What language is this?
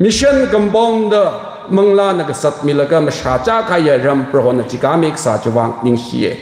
Tangkhul Naga (India)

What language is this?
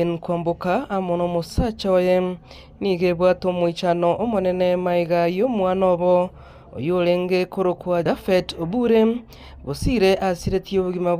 Gusii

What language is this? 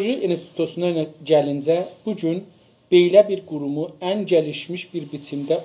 South Azerbaijani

